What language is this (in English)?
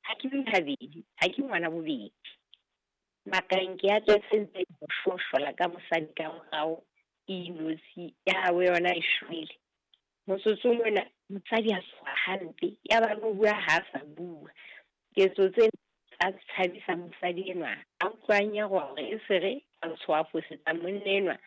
Southern Sotho